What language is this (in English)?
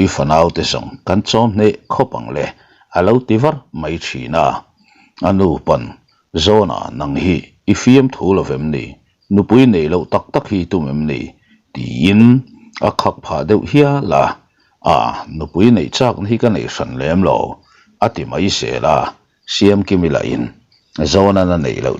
Mizo